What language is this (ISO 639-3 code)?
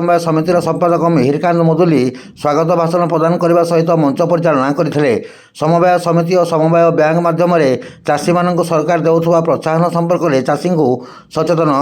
ori